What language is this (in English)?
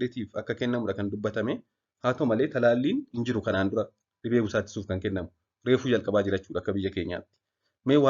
Oromo